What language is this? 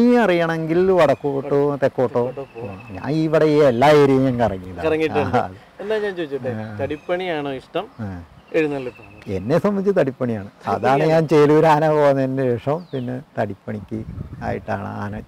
Malayalam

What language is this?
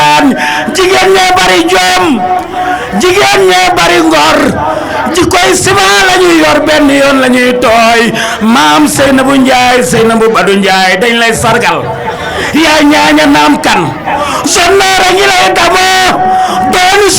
Wolof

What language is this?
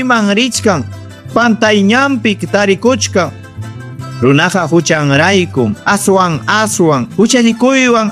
Ayacucho Quechua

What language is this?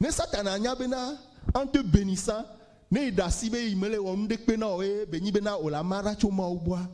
Ewe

